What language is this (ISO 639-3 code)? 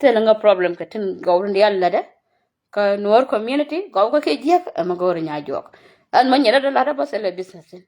nus